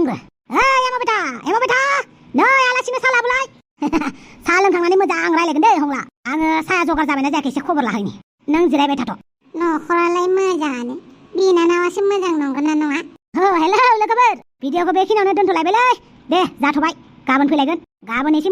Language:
Bodo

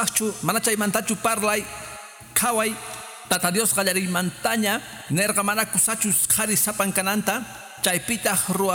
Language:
Quechua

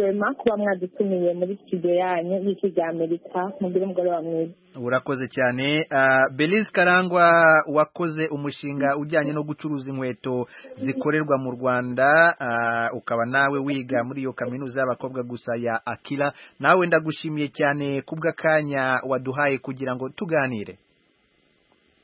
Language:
Kinyarwanda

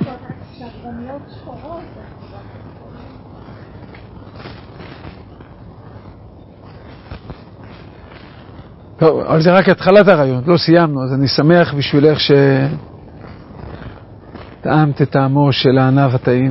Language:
Hebrew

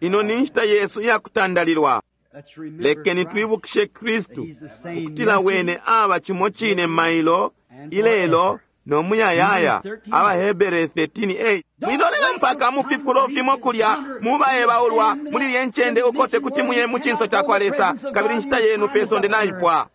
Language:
Bemba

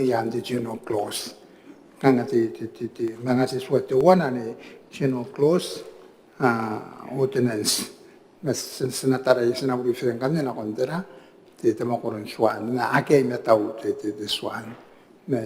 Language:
Gilbertese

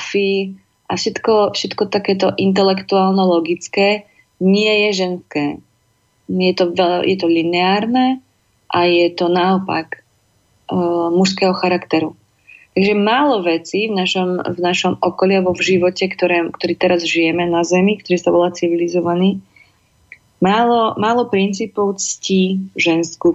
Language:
Slovak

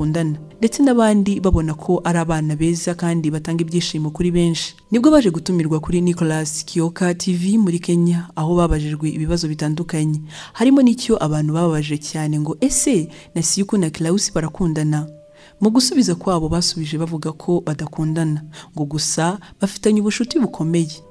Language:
Kinyarwanda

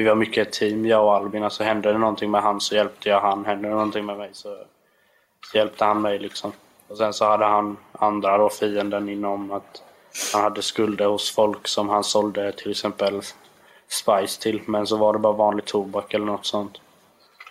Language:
Swedish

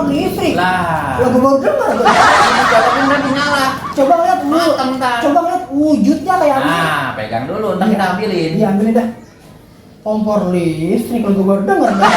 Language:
Betawi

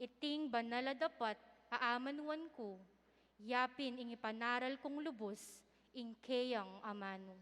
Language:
Pampanga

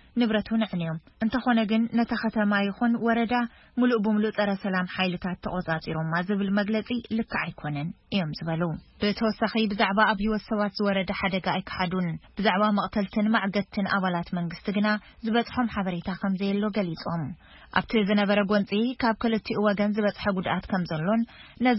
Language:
Tigrinya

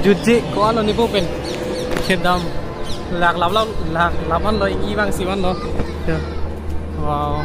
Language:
Karbi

